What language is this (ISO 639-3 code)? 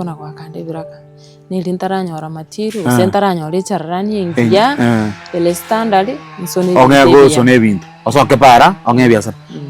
guz